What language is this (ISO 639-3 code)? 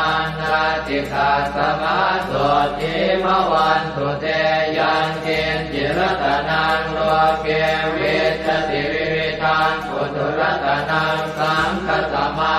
pli